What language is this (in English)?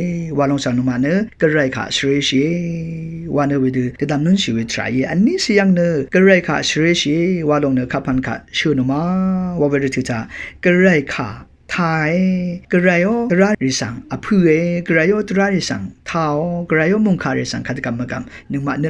Rawang